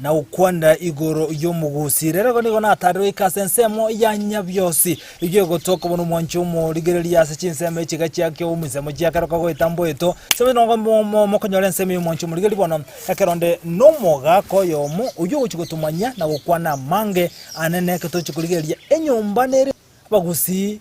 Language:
Gusii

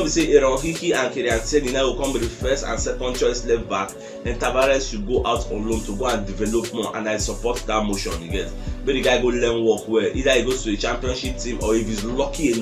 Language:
Nigerian Pidgin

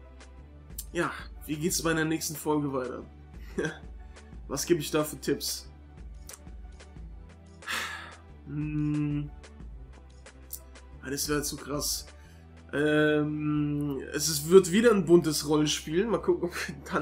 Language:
German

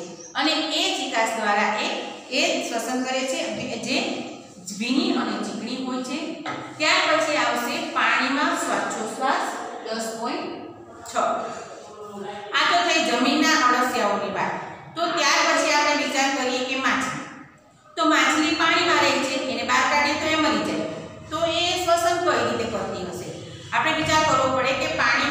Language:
Gujarati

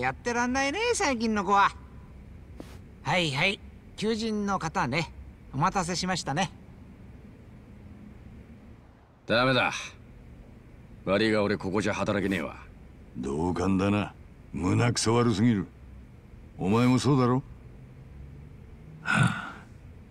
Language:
Japanese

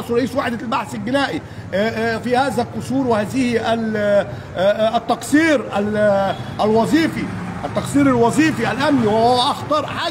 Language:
Egyptian Arabic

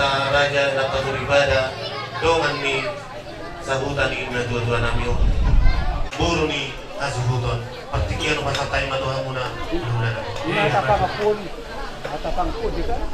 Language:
Batak Toba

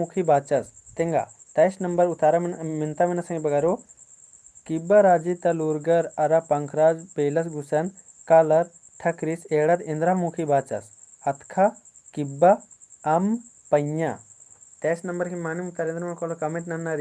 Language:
Kurukh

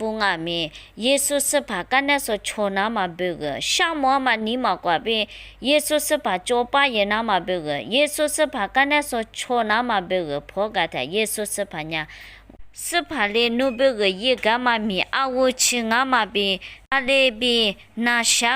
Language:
Lisu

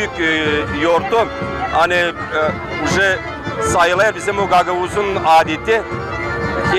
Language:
Gagauz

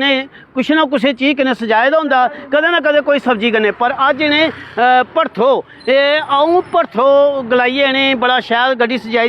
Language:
Dogri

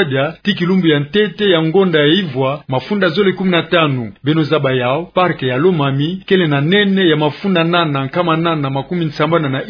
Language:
Kituba (Democratic Republic of Congo)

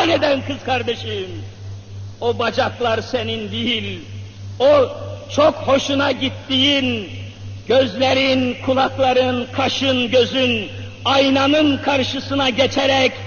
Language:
Turkish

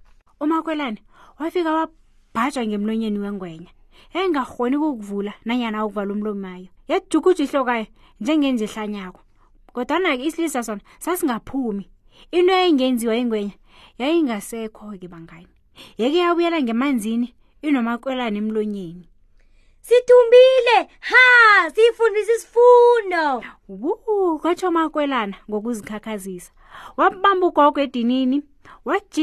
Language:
South Ndebele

